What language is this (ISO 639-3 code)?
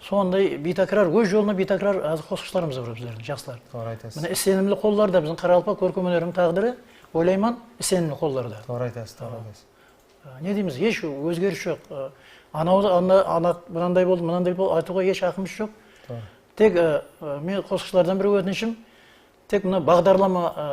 kaa